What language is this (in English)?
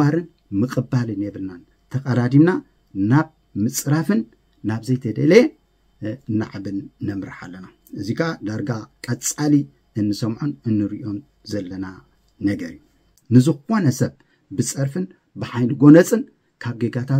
Tigrinya